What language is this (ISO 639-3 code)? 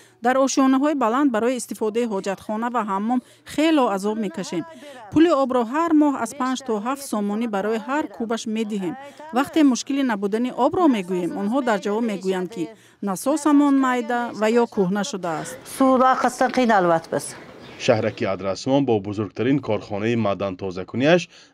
tgk